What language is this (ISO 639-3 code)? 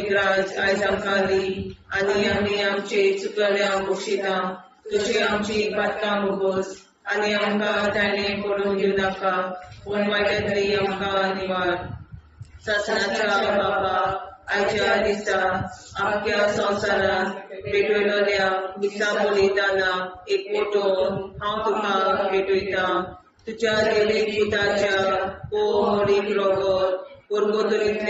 kok